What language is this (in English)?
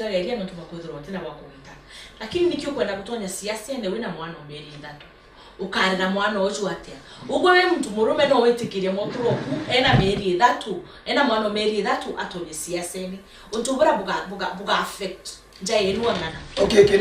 Meru